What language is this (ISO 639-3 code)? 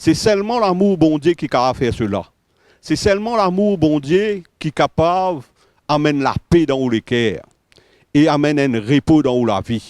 mfe